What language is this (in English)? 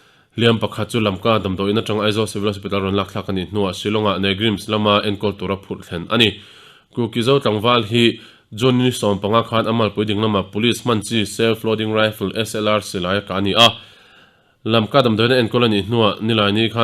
Mizo